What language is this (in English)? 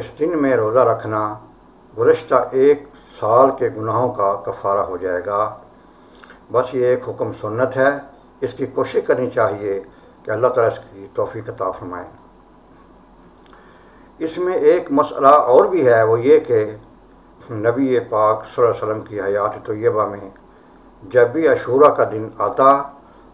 Urdu